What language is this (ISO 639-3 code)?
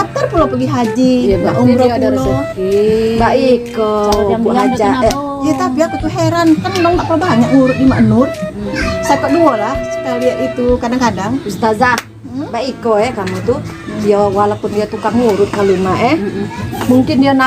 mui